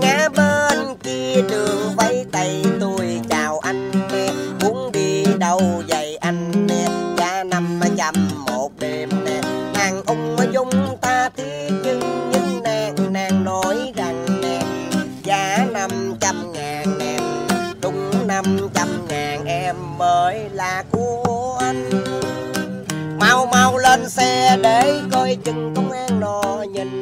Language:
Vietnamese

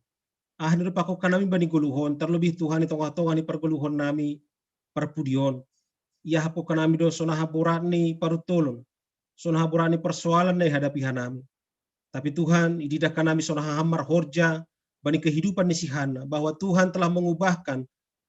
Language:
Batak Simalungun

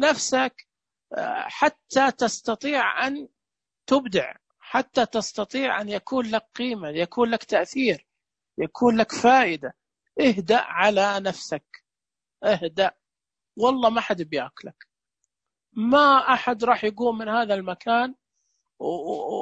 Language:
Najdi Arabic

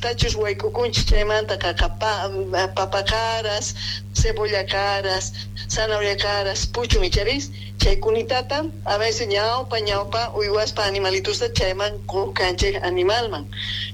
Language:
South Bolivian Quechua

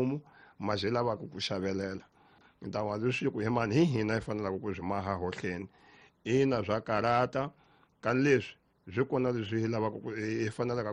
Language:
Tsonga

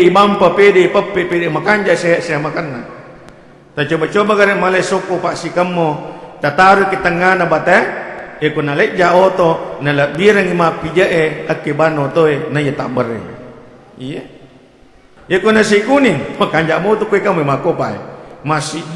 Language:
Buginese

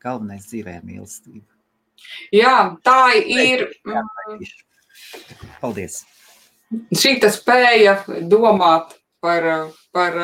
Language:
Latvian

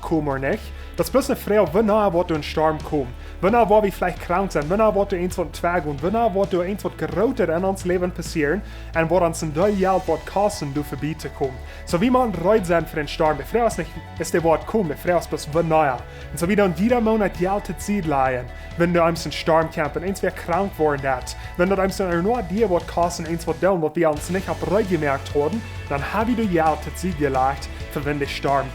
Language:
Plautdietsch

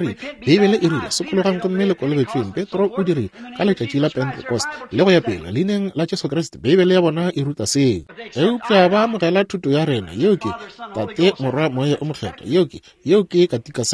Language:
Northern Sotho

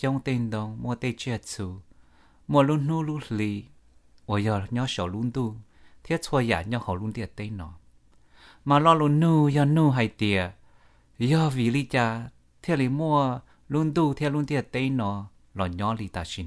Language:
Hmong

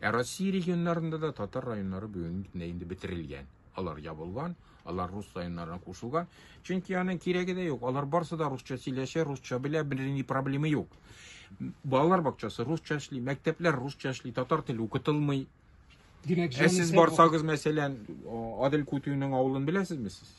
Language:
Tatar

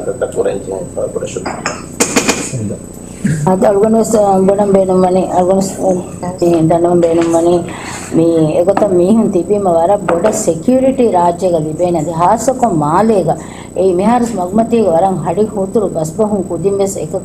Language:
Divehi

